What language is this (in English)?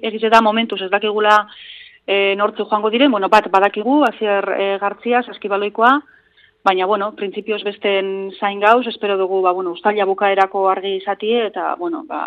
Basque